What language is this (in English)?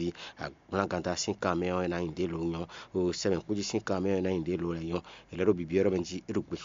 Fon